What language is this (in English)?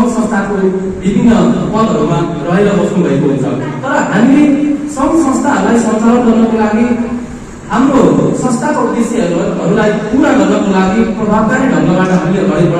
Nepali